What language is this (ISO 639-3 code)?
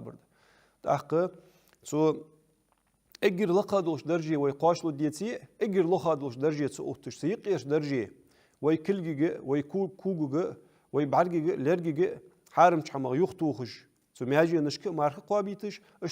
inh